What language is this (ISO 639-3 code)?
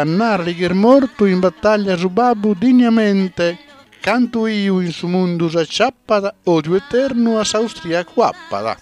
srd